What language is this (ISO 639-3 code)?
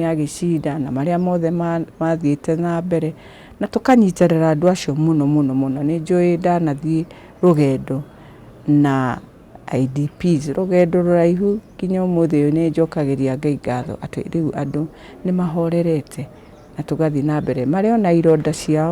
kik